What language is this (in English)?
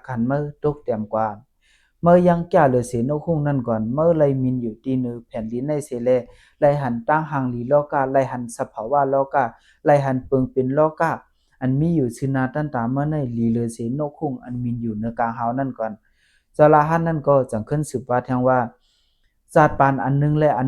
Shan